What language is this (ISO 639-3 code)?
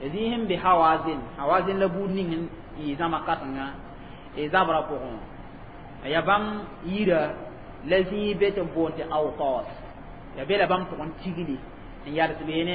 mos